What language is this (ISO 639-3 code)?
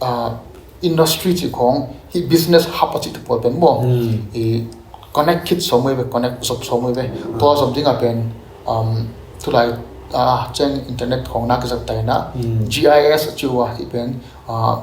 ctd